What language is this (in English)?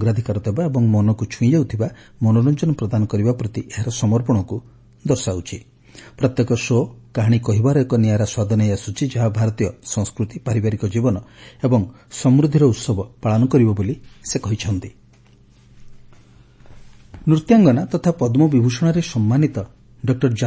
Odia